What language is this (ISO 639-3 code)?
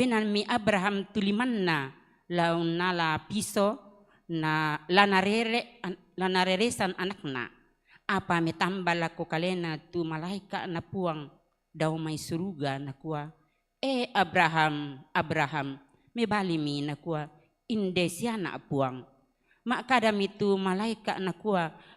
sda